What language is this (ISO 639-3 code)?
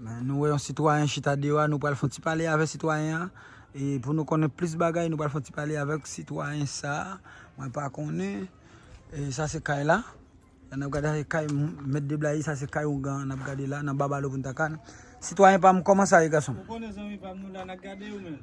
hat